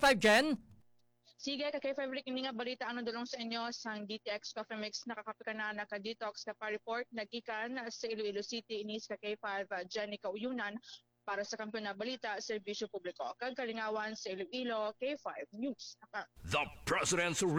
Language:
Hiligaynon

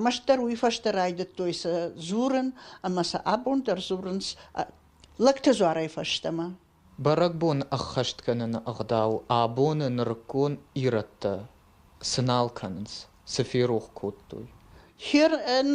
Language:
Ossetic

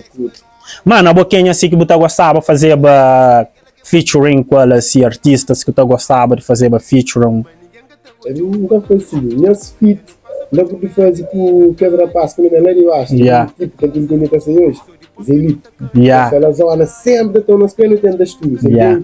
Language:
Kabuverdianu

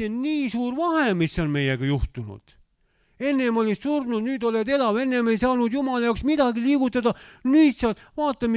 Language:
Estonian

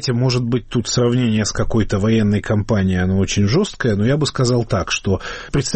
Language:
Russian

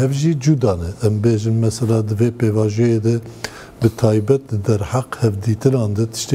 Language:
Kurdish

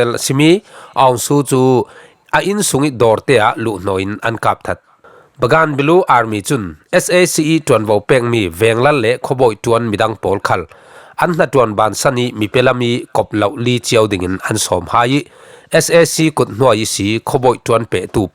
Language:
Falam Chin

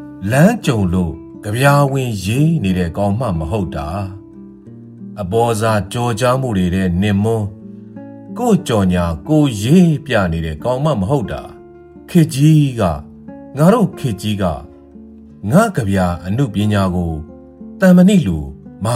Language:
Burmese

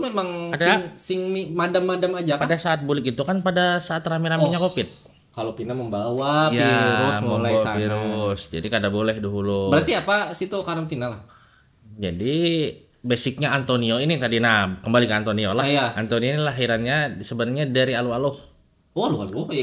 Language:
Banjar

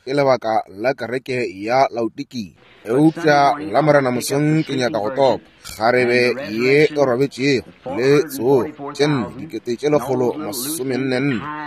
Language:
Northern Sotho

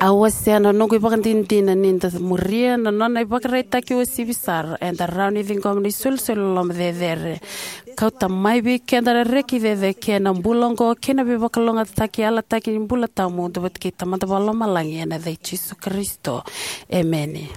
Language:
Fijian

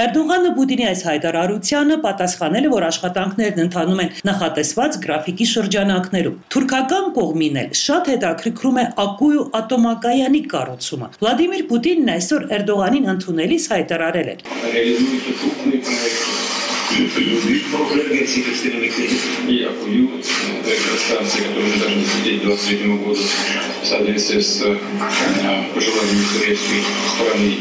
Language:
Armenian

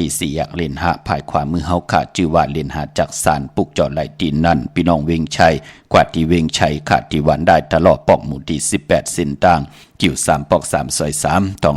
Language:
Shan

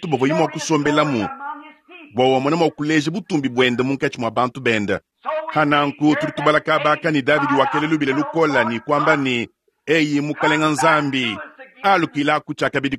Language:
Luba-Lulua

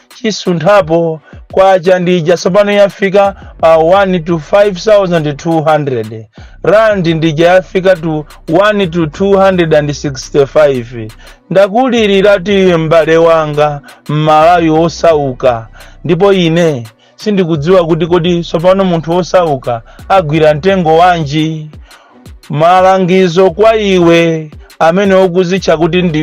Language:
Nyanja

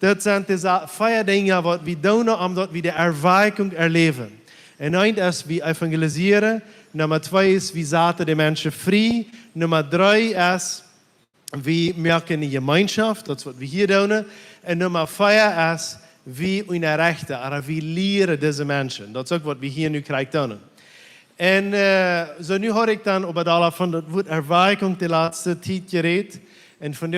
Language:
Plautdietsch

